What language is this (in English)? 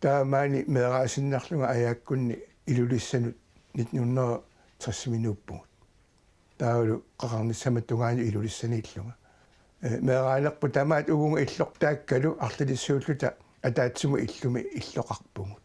Kalaallisut